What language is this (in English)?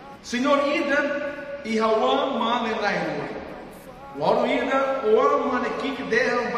Tetum